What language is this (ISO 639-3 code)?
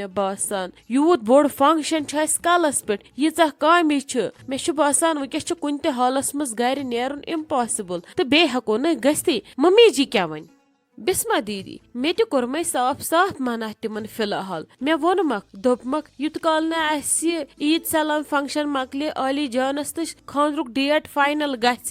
kas